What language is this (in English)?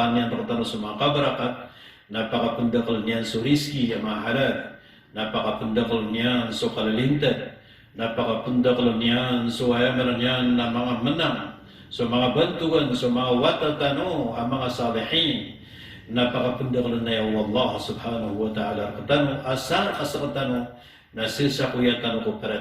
Maranao